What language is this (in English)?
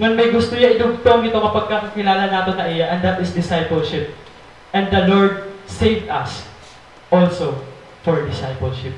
Waray